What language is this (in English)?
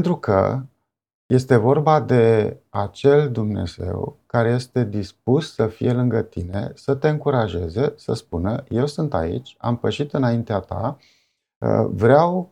Romanian